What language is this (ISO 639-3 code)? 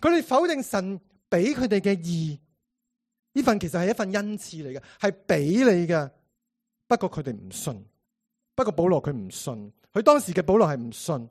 yue